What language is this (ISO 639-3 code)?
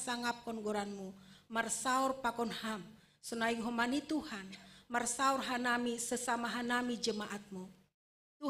bts